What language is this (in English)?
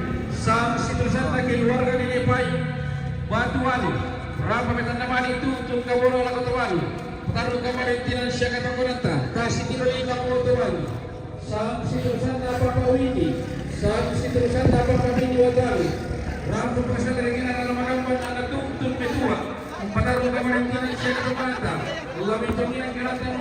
Toraja-Sa'dan